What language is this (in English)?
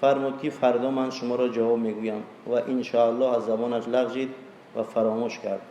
Tajik